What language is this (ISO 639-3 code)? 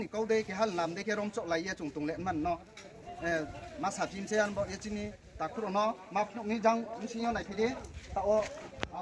ria